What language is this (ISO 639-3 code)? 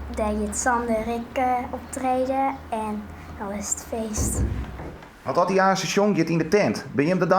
fry